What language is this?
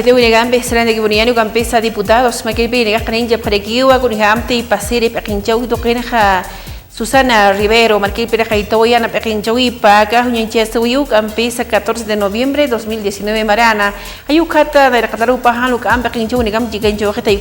Aymara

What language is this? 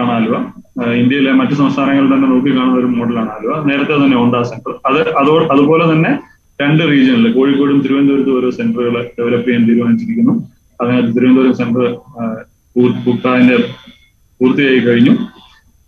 Malayalam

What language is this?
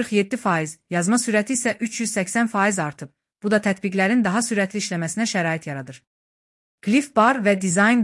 Azerbaijani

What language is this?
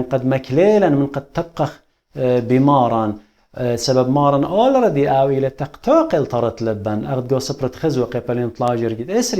Assyrian Neo-Aramaic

